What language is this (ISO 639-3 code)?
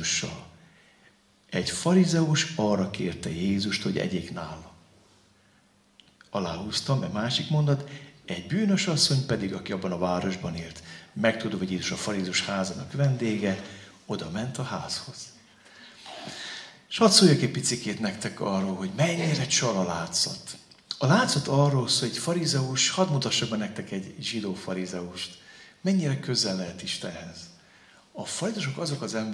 hun